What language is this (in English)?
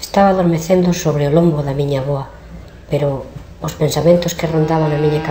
Galician